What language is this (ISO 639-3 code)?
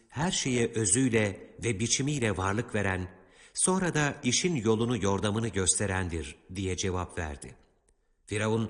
tur